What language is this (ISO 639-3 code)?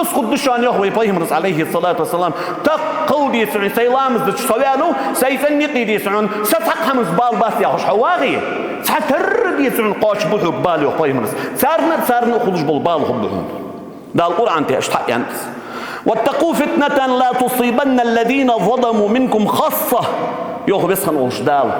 inh